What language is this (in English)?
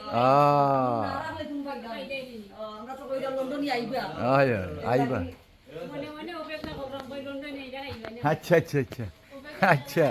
Sylheti